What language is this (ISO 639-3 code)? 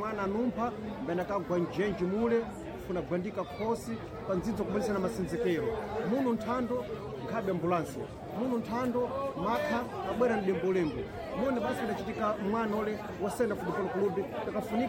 seh